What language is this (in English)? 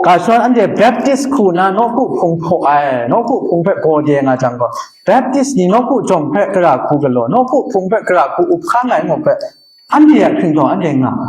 Kachin